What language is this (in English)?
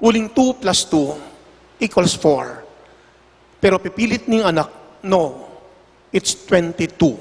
Pampanga